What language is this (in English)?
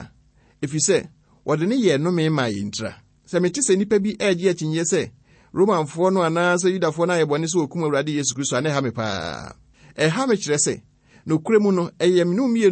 Akan